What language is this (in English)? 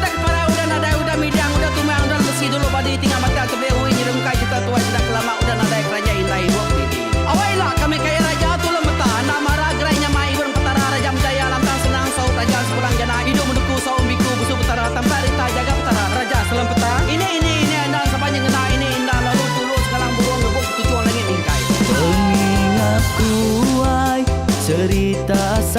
Iban